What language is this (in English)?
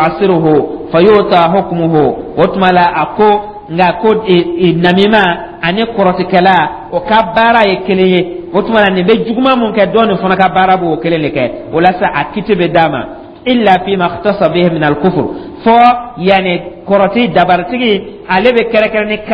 Dyula